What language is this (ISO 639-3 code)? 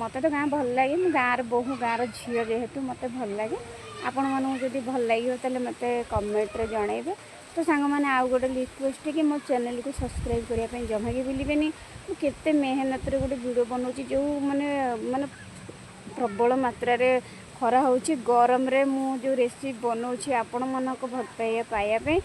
ori